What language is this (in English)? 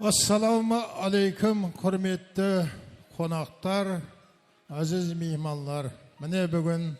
Kara-Kalpak